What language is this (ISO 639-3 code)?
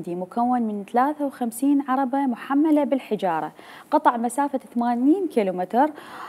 acm